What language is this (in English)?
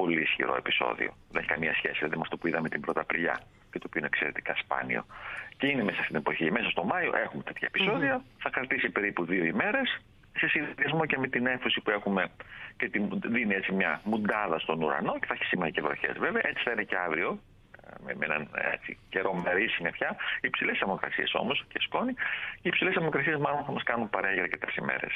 Greek